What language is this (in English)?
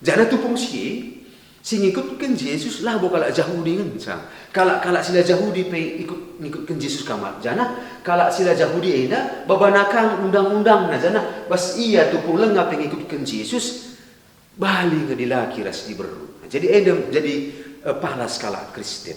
Batak Karo